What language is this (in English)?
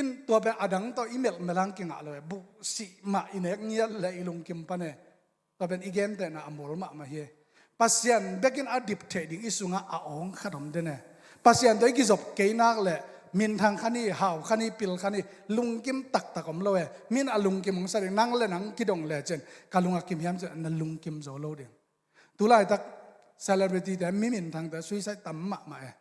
Tedim Chin